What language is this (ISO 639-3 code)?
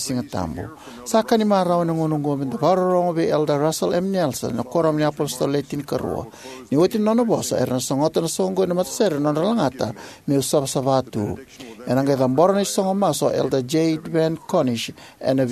fij